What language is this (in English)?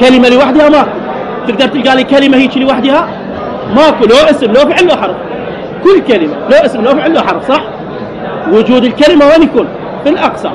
Mesopotamian Arabic